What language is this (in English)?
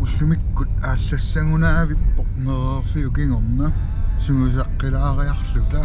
Kalaallisut